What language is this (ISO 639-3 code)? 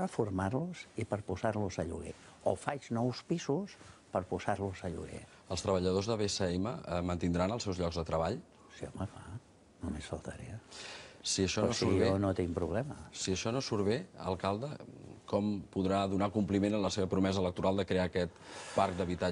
cat